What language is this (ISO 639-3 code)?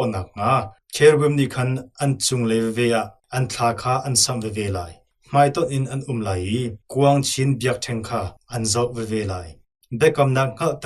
cnh